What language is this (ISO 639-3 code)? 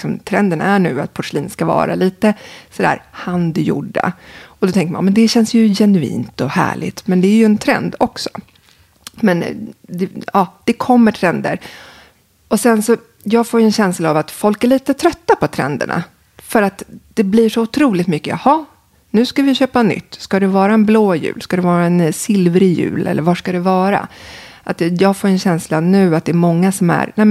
swe